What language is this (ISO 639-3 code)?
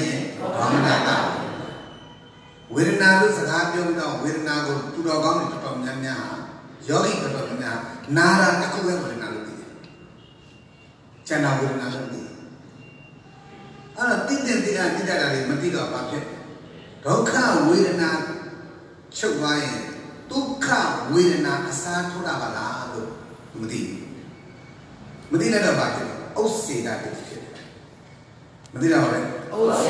mya